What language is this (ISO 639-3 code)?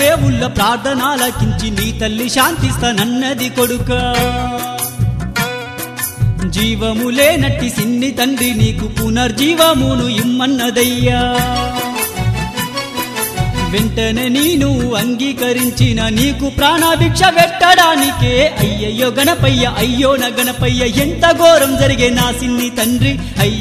tel